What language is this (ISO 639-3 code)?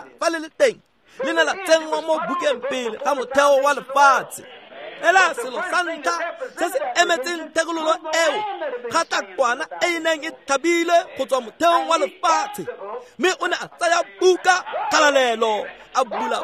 tsn